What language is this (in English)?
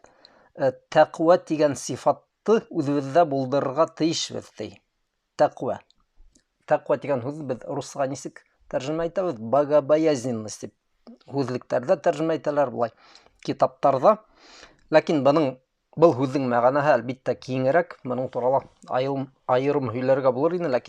Bashkir